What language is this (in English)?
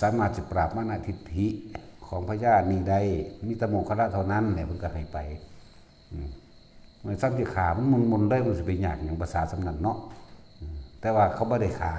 Northeastern Thai